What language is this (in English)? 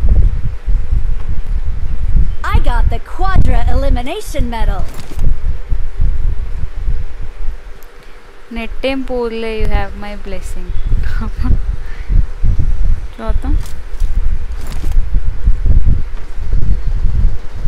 Telugu